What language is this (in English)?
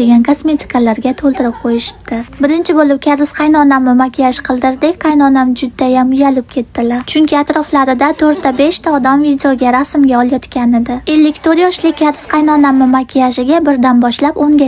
Uzbek